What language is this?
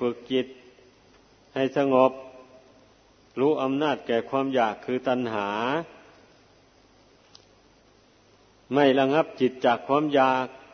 Thai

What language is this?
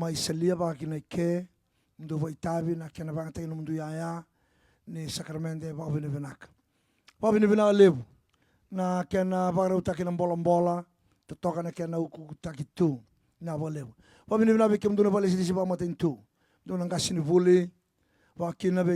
Fijian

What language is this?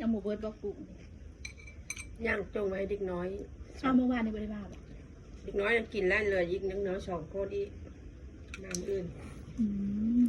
Northeastern Thai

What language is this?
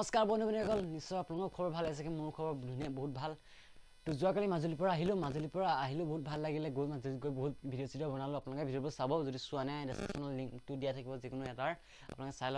Assamese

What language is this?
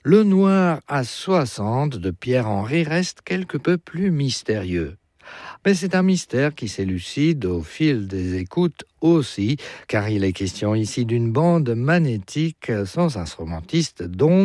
French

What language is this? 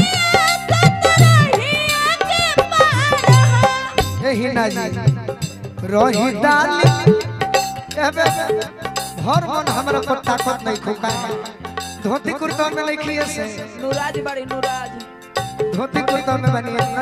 Bhojpuri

